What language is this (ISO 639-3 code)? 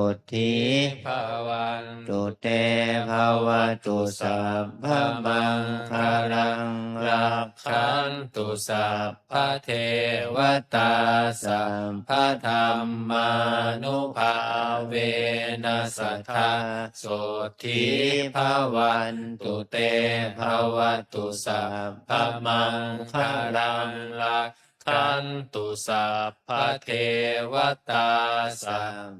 pli